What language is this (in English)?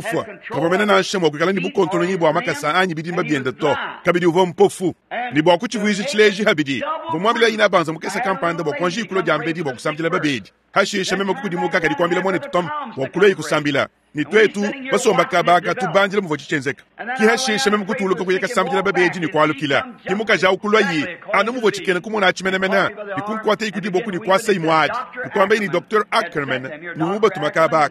Luba-Lulua